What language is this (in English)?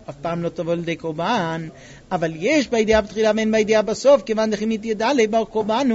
Hebrew